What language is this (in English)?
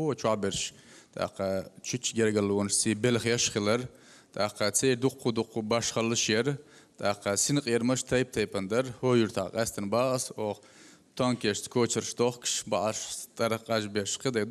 Chechen